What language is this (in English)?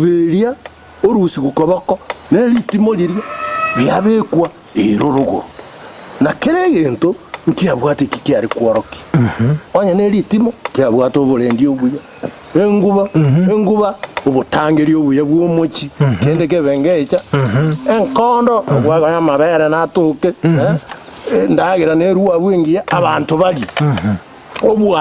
Gusii